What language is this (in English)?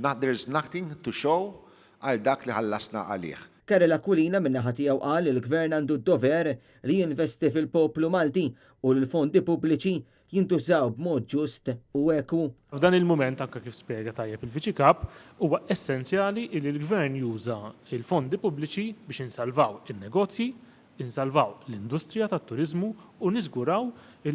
Maltese